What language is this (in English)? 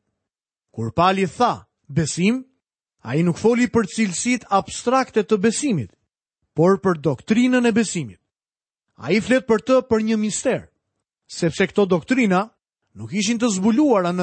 Albanian